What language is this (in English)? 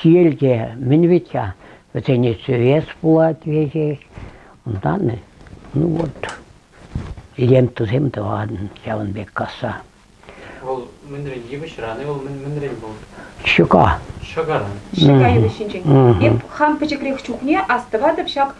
Chuvash